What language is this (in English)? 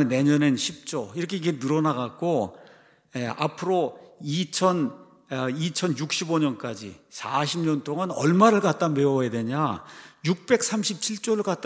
Korean